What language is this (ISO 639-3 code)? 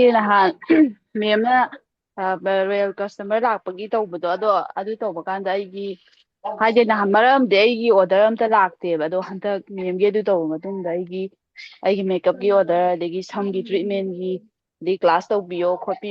mni